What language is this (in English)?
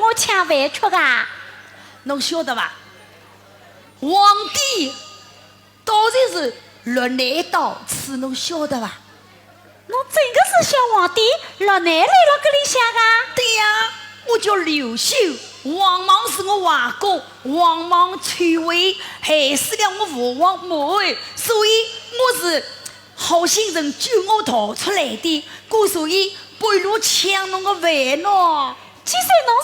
Wu Chinese